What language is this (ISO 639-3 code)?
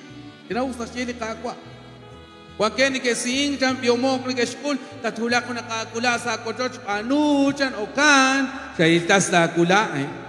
kek